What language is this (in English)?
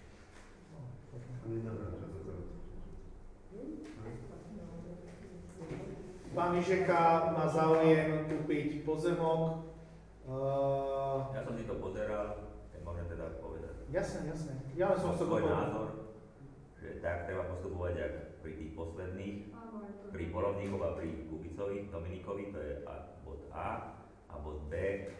Slovak